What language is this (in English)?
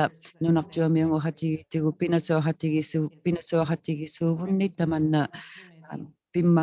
Inuktitut